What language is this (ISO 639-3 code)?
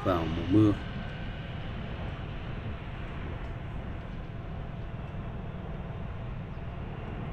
vie